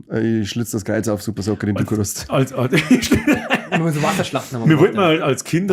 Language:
Bavarian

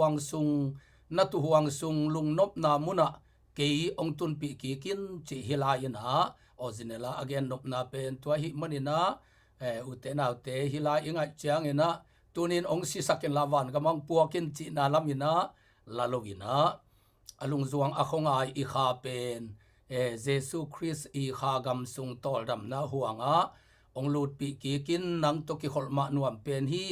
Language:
Tedim Chin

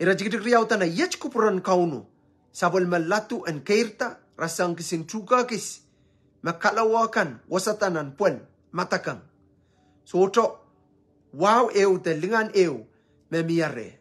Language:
Pohnpeian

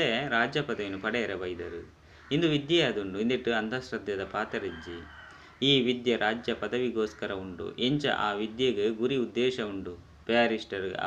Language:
Tulu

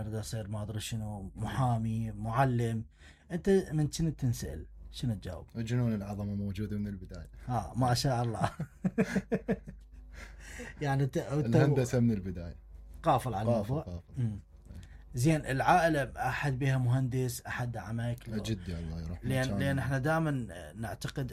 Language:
Mesopotamian Arabic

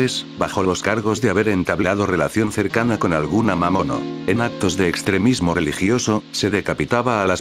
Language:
Spanish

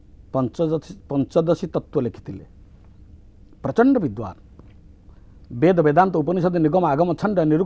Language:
Odia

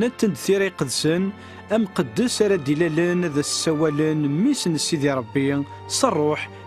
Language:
Kabyle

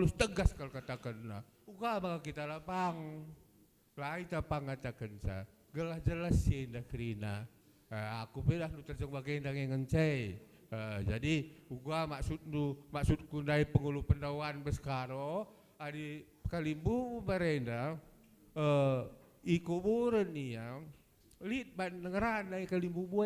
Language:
Batak Karo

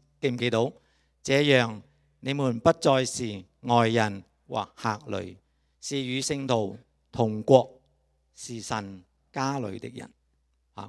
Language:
Cantonese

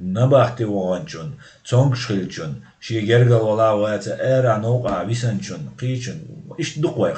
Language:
Chechen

